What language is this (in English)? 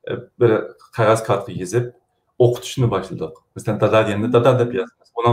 Uyghur